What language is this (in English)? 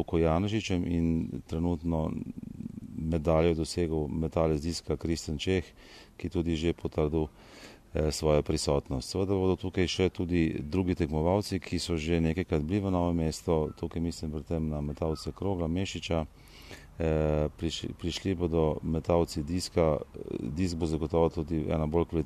Slovenian